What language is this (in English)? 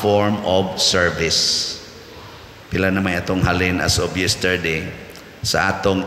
Cebuano